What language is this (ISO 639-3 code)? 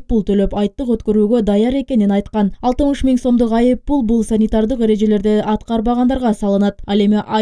kir